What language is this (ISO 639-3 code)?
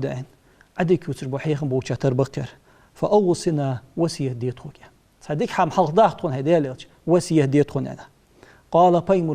inh